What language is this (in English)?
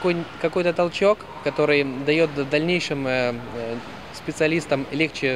Russian